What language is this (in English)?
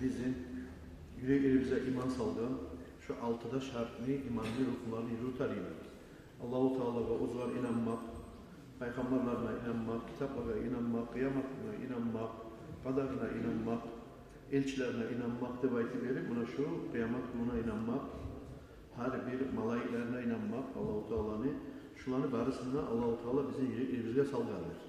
Kumyk